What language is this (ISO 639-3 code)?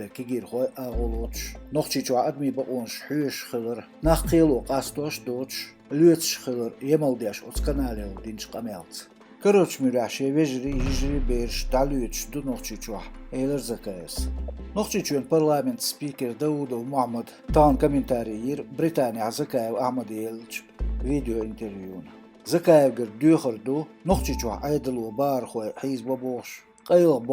che